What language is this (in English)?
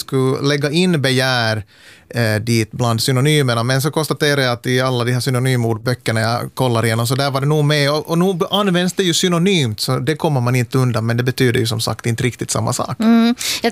Swedish